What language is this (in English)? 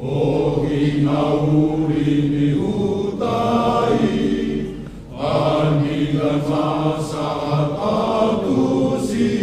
Batak Toba